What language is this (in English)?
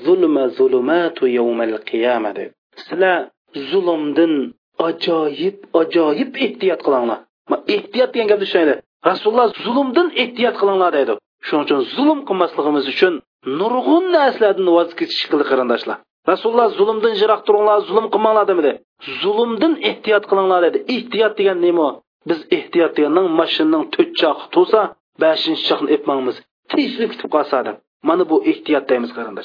Uyghur